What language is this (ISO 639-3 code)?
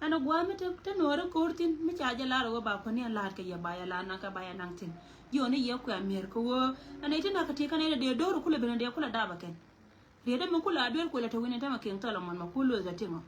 nus